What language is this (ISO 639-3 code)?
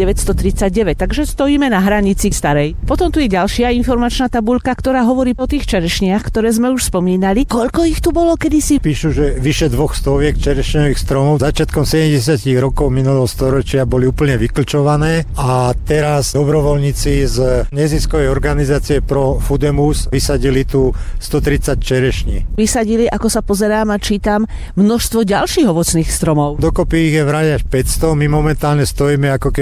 slk